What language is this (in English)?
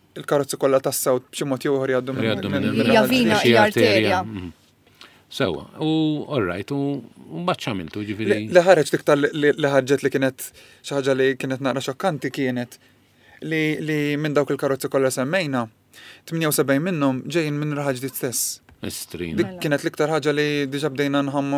Maltese